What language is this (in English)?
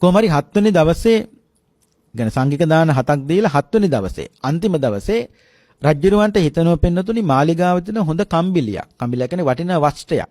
Sinhala